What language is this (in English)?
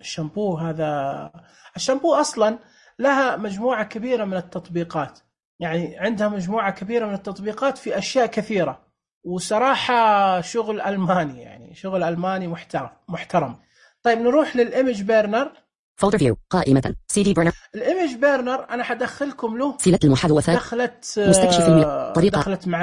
Najdi Arabic